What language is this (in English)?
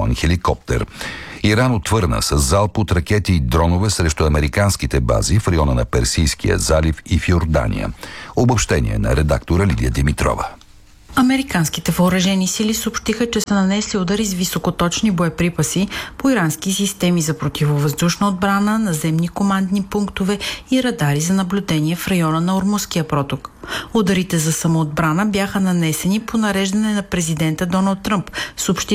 Bulgarian